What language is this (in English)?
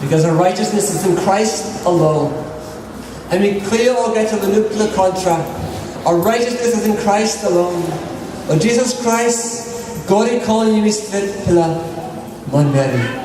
Tok Pisin